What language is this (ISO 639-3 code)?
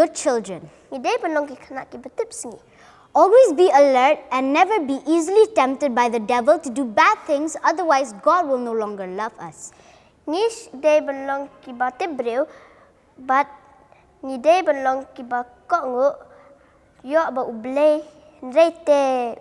kha